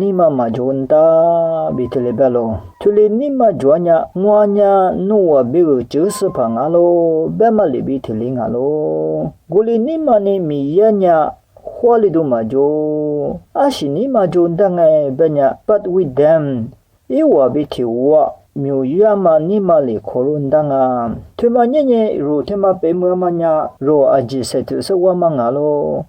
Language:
Lisu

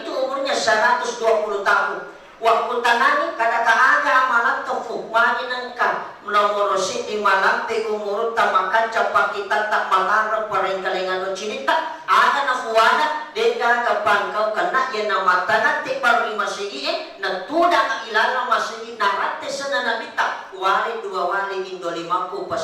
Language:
Buginese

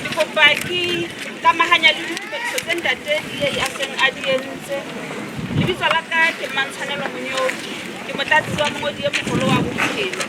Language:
Southern Sotho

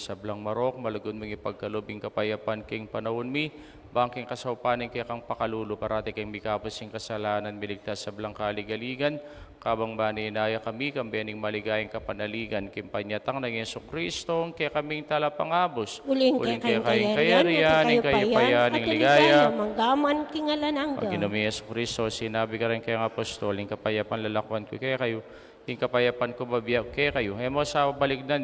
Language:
Pampanga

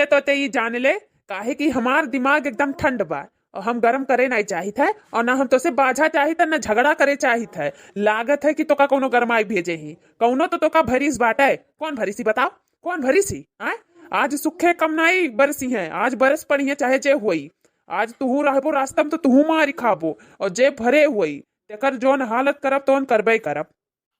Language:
Awadhi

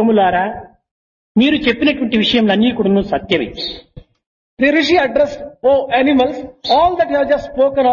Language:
Telugu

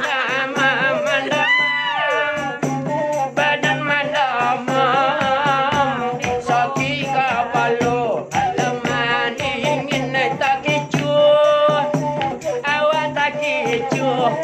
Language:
Minangkabau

